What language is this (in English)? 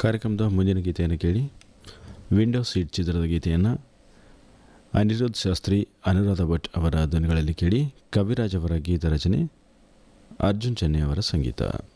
Kannada